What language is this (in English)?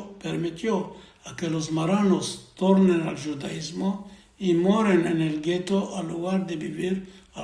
Ladino